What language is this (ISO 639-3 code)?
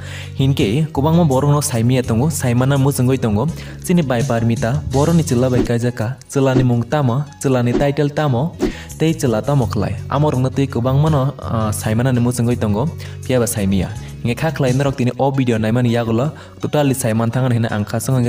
trp